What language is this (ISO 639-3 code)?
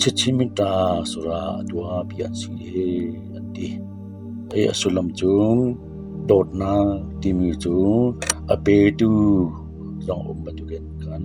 cnh